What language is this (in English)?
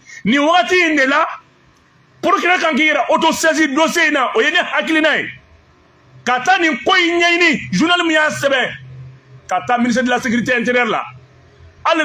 Bambara